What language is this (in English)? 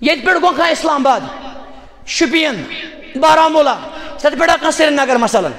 Kashmiri